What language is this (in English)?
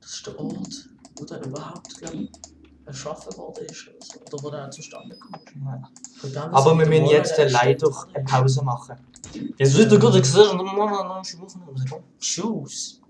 Swiss German